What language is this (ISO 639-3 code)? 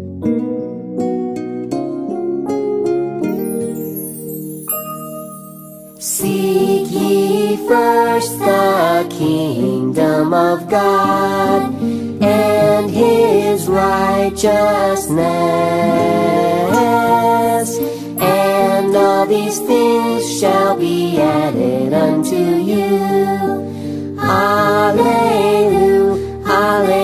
eng